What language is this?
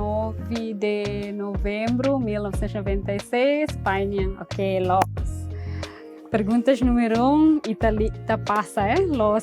Tetum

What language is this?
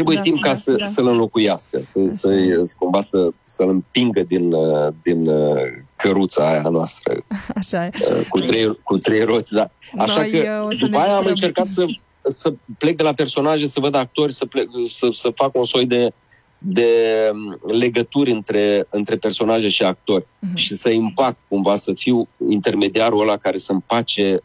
Romanian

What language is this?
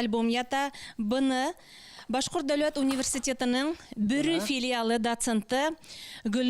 Bashkir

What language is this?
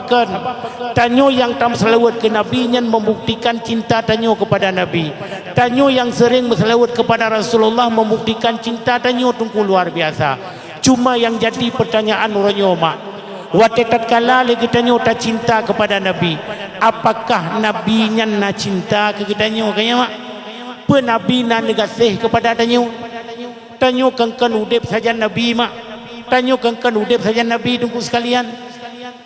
Achinese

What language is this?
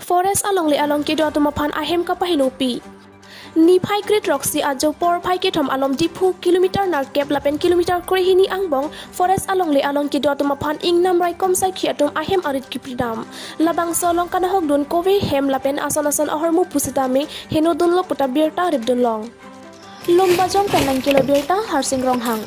Karbi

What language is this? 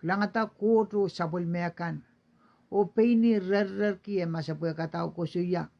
Pohnpeian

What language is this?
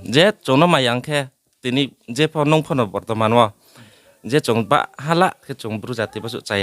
Riang (India)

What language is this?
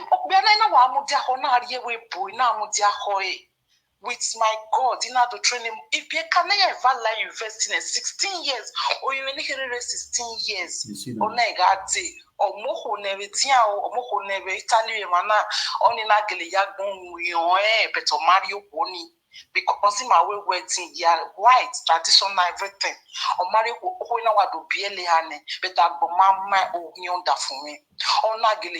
Nigerian Pidgin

